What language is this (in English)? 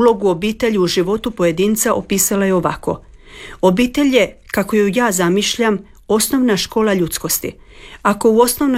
Croatian